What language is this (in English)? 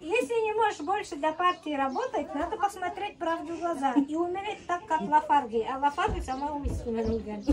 Bashkir